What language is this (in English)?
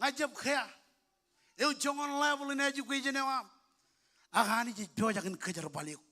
Marshallese